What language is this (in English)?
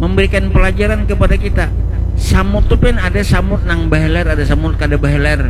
Banjar